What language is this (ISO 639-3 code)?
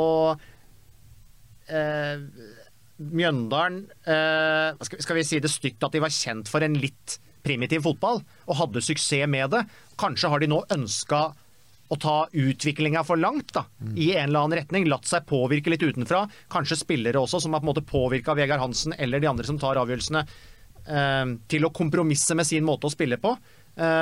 nor